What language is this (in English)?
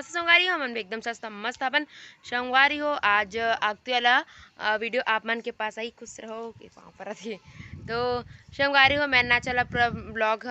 Chhattisgarhi